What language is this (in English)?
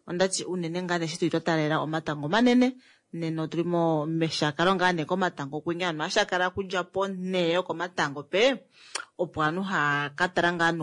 Kuanyama